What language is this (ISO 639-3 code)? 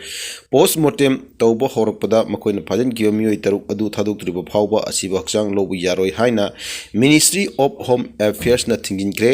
mni